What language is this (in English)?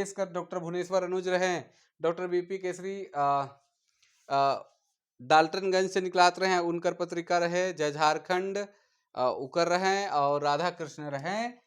Sadri